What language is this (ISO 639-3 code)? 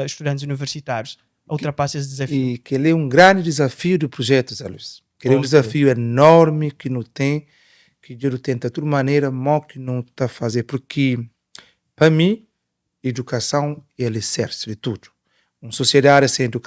kea